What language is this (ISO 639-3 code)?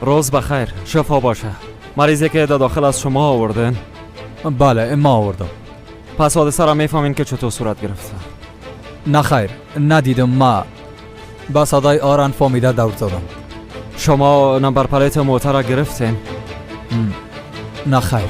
fas